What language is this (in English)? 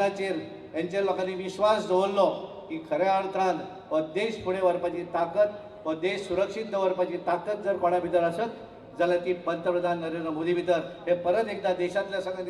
Konkani